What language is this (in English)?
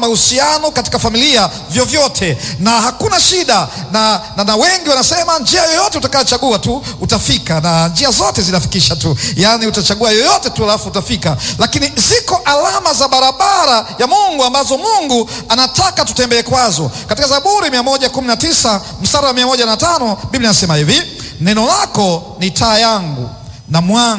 Swahili